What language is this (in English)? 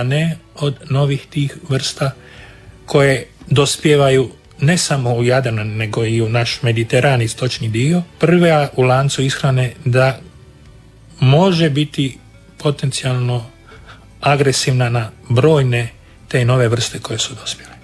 Croatian